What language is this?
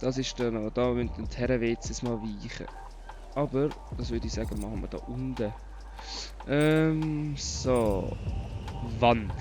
Swiss German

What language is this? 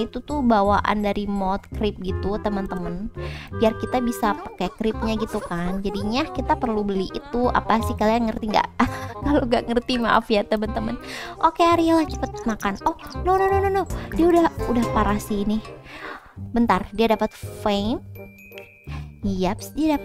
Indonesian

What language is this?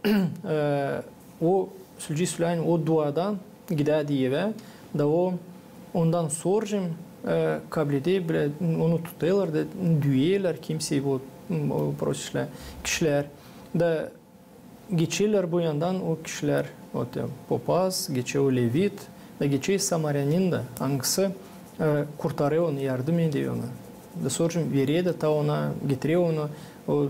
Gagauz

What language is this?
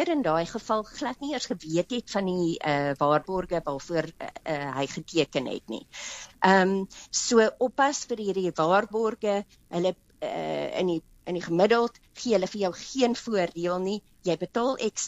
Afrikaans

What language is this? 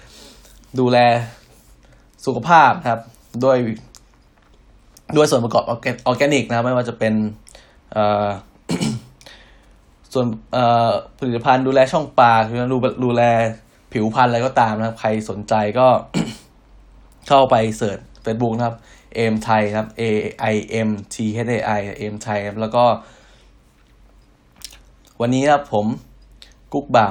Thai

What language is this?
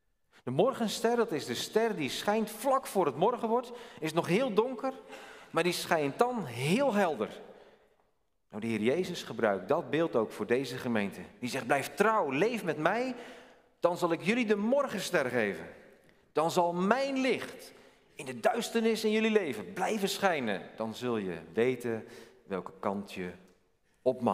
Dutch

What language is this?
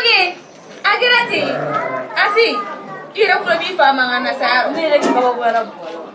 Bambara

